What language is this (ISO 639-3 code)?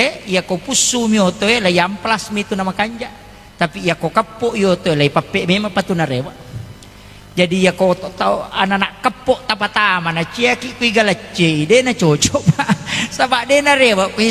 bug